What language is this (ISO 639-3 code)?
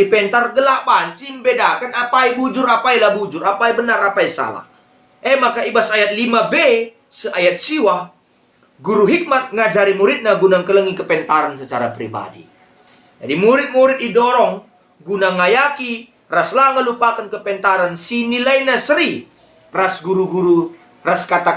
btx